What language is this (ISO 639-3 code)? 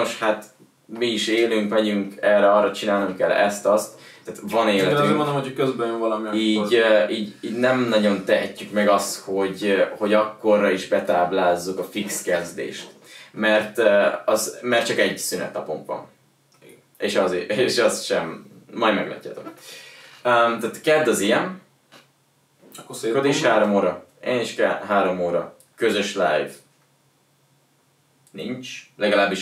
hun